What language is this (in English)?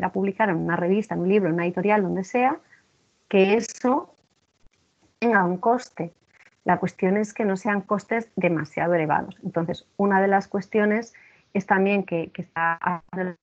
Spanish